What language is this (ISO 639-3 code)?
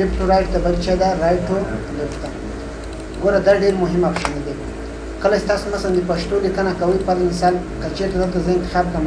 pus